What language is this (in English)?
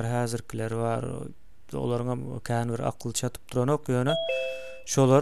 Turkmen